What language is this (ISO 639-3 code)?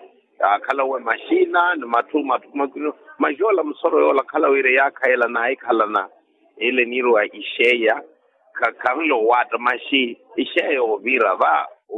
vmw